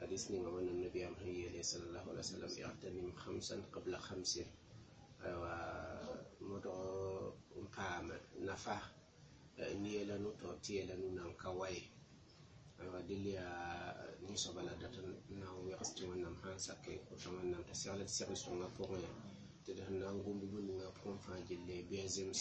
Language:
Mossi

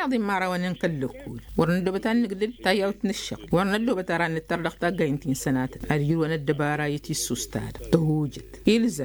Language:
Tamasheq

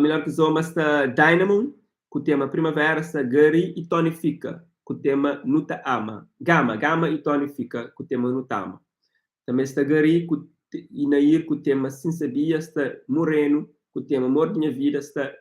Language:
Kabuverdianu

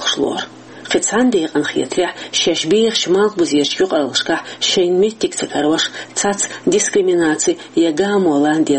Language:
Chechen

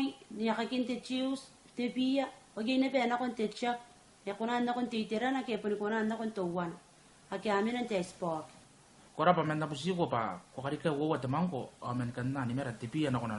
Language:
Gilbertese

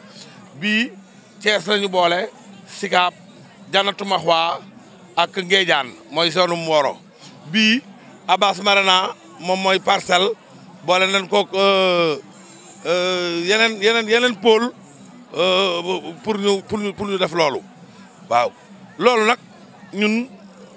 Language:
Wolof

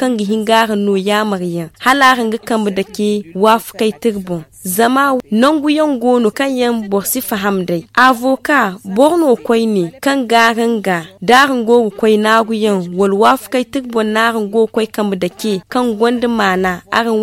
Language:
Zarma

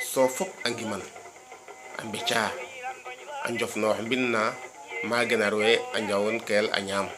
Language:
Serer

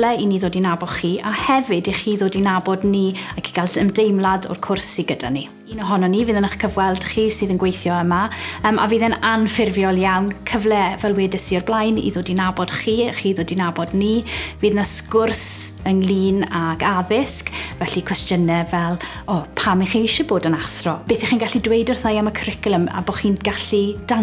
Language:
Welsh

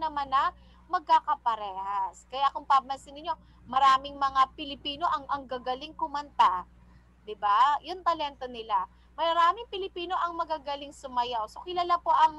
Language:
Filipino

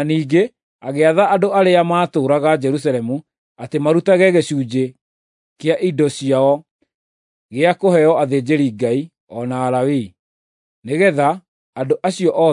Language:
Kikuyu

